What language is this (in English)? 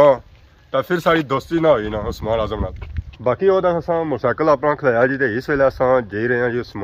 Pahari-Potwari